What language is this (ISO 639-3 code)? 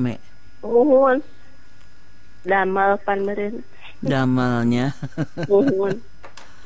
sun